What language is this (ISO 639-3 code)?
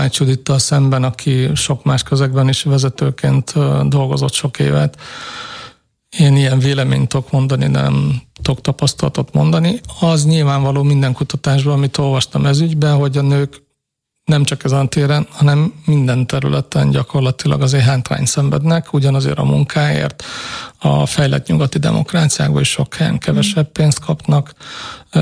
hun